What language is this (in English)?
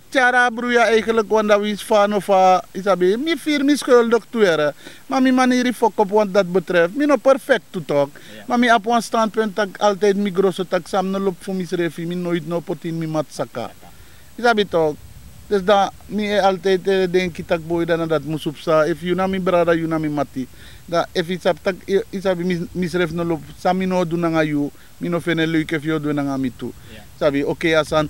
Sranan Tongo